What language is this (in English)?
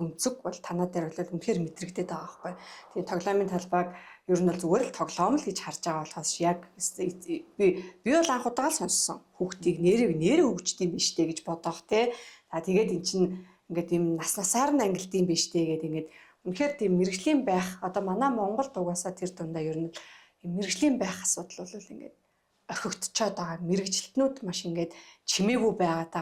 Mongolian